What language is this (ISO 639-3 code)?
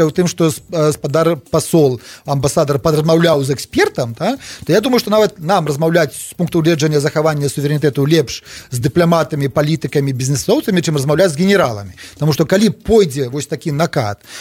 bel